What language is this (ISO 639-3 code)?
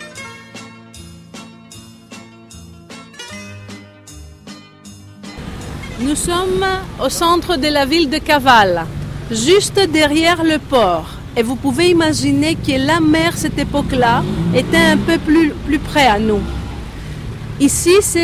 fra